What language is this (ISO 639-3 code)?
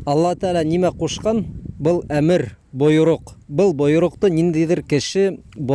bak